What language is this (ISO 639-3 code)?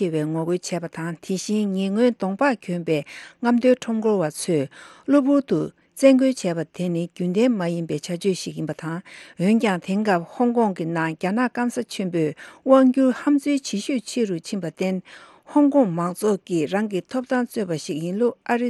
bod